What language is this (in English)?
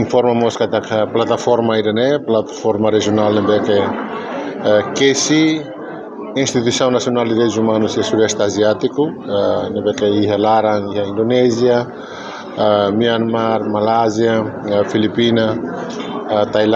Tetum